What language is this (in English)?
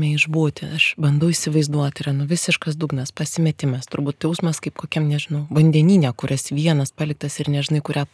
Lithuanian